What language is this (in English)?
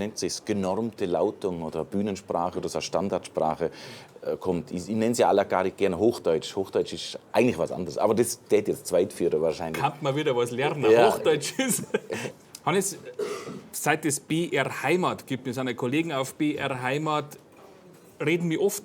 Bavarian